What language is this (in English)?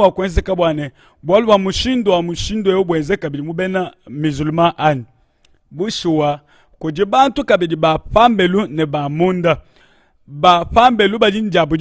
Luba-Lulua